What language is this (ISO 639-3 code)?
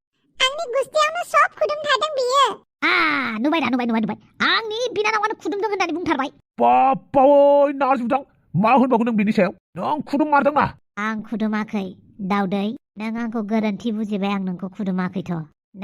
brx